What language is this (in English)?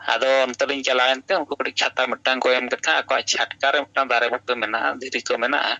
Santali